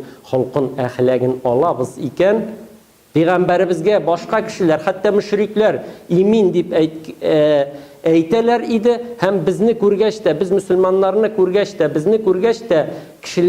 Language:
Tatar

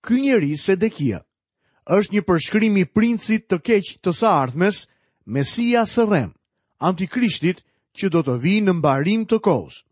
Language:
Albanian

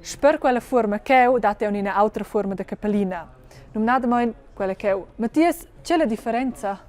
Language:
Romansh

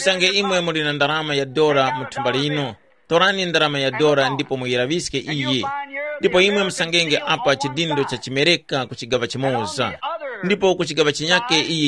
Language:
Tumbuka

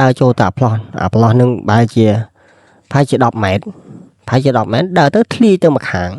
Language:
Khmer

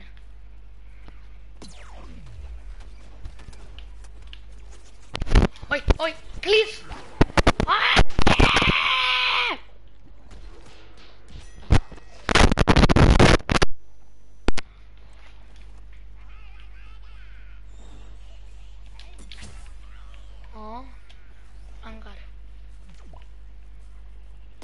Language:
Greek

